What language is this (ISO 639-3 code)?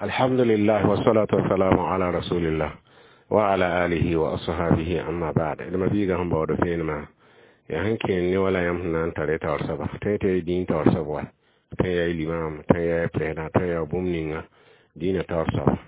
mos